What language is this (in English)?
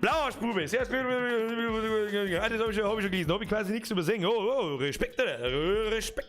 Bavarian